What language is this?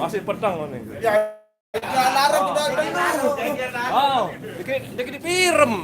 Sasak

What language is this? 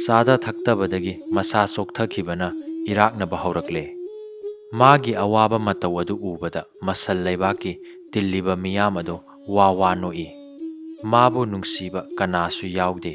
Manipuri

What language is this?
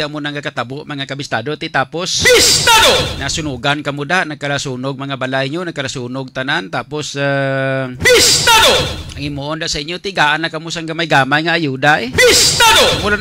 Hiligaynon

